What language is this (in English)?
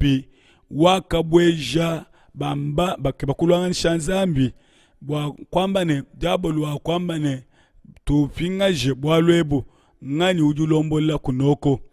Luba-Lulua